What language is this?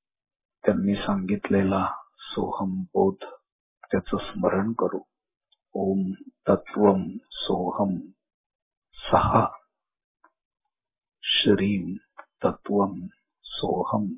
Marathi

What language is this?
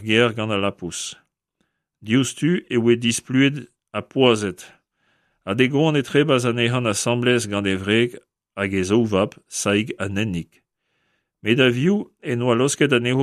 Breton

